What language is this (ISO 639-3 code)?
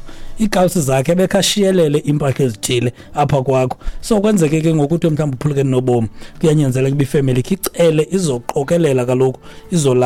xho